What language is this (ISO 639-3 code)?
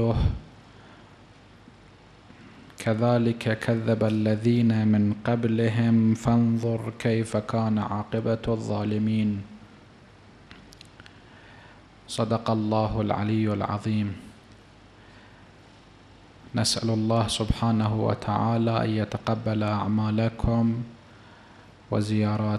ara